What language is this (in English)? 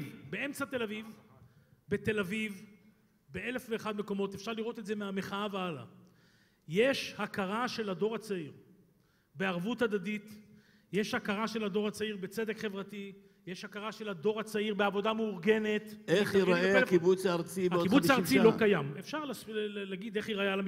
Hebrew